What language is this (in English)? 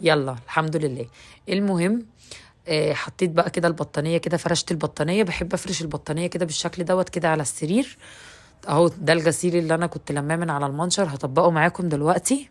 Egyptian Arabic